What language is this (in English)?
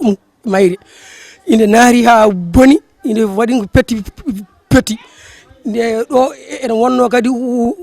Fula